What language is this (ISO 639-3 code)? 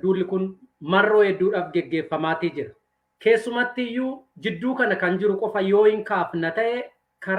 orm